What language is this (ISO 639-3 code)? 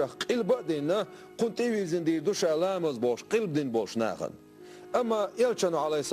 che